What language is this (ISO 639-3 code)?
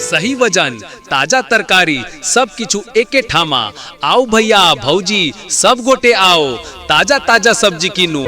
mai